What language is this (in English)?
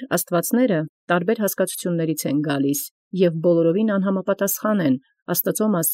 Armenian